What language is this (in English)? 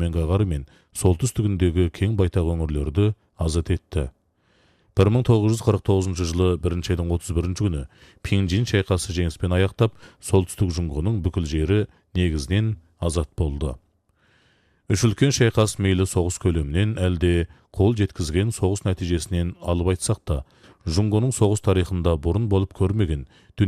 Kazakh